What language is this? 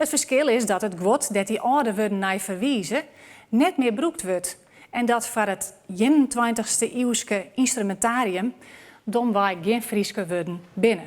Western Frisian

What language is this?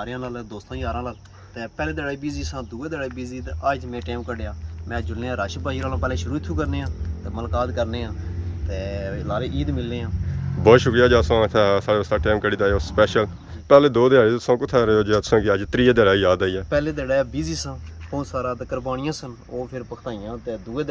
Pahari-Potwari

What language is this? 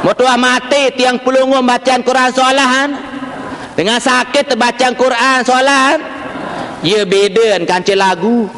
Sasak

